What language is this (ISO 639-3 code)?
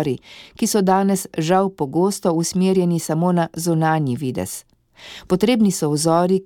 slv